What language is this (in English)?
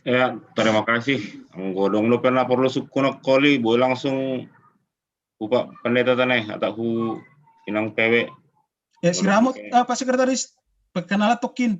Batak Simalungun